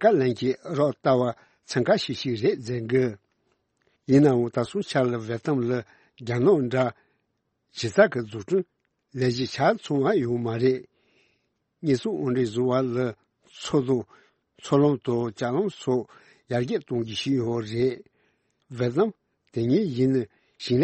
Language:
Tibetan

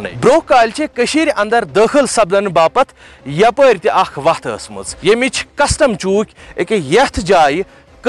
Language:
Kashmiri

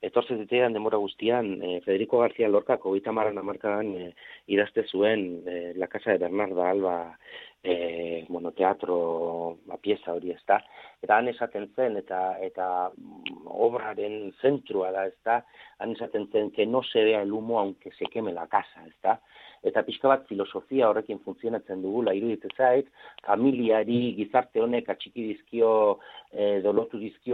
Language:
Basque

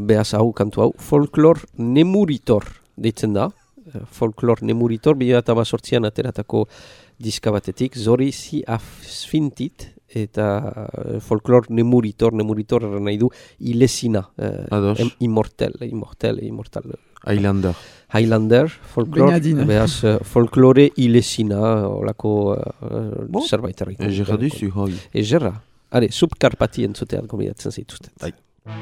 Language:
Basque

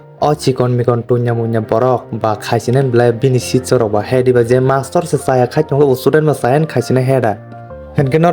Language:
Kok Borok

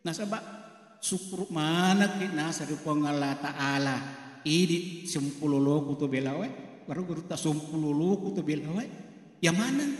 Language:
Buginese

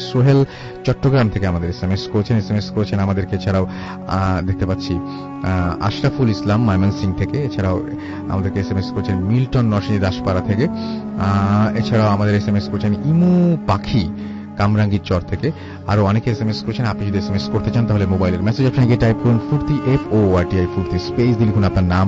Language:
Bangla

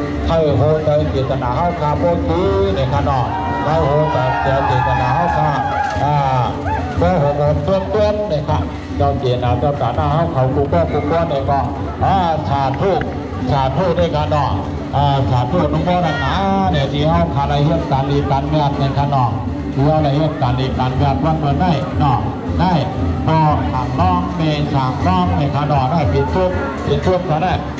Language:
Shan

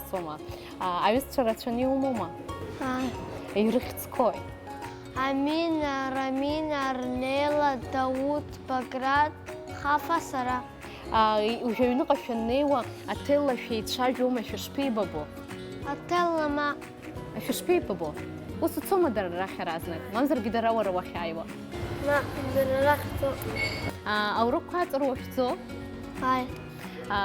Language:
Abkhazian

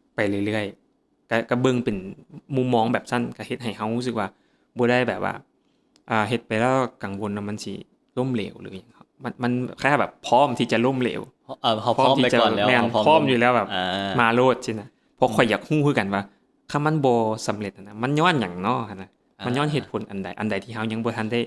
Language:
Lao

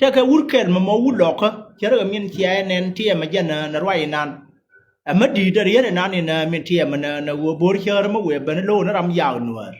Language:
Nuer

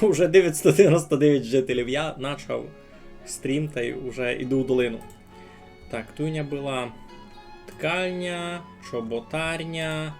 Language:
Rusyn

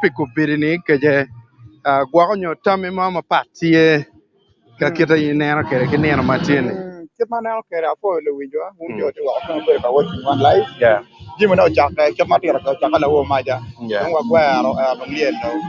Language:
Acoli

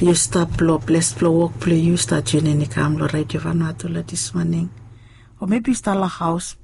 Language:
Bislama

